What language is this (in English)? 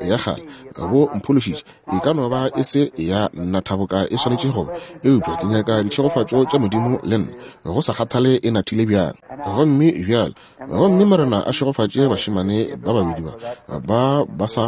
Northern Sotho